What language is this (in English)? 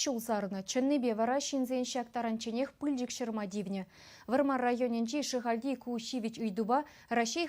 Chuvash